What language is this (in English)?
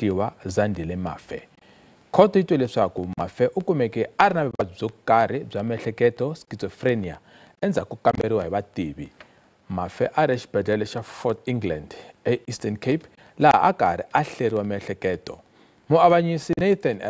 Tsonga